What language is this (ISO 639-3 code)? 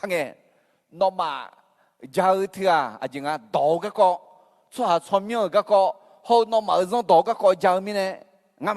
ahk